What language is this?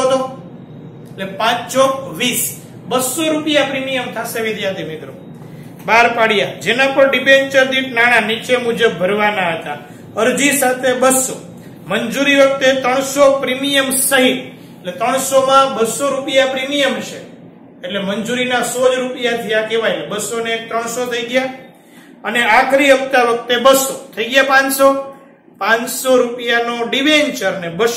Gujarati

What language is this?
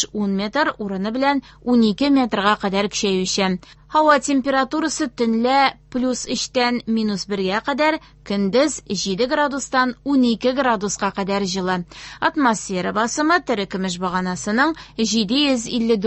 Tatar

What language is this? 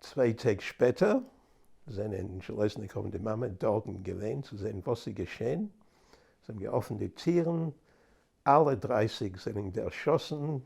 Yiddish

